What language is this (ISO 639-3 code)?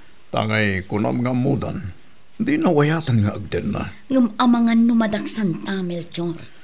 ilo